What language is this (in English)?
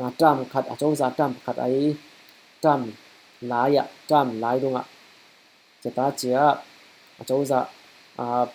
Falam Chin